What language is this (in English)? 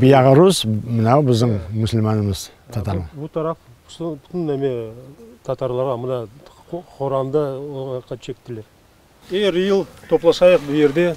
Crimean Tatar